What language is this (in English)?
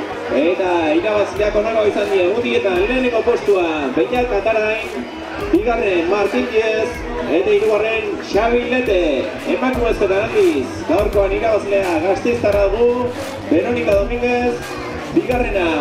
Basque